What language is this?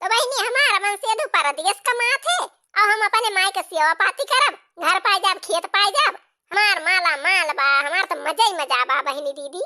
Awadhi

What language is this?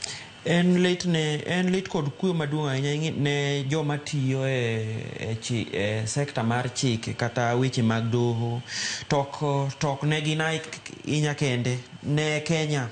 Luo (Kenya and Tanzania)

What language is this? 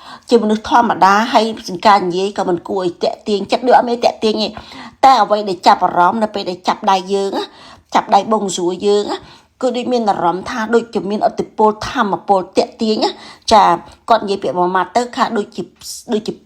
Khmer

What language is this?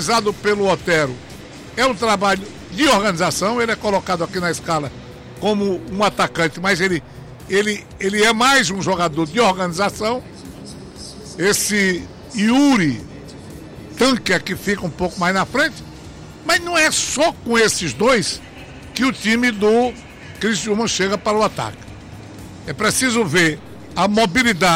Portuguese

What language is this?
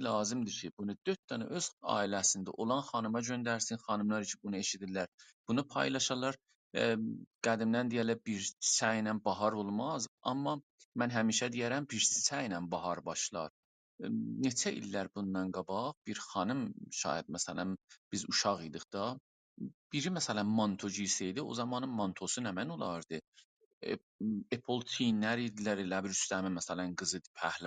South Azerbaijani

